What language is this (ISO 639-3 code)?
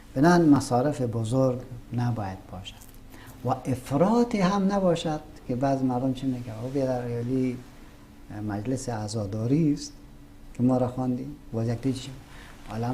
fas